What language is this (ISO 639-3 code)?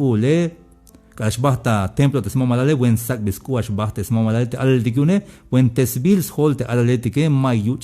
tzh